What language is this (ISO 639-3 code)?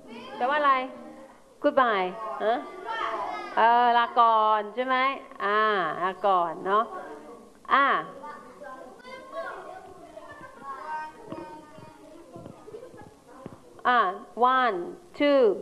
tha